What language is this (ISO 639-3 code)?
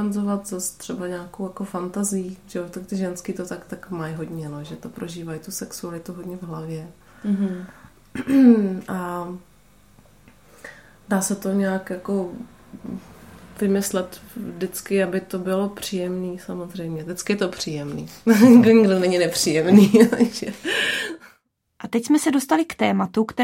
ces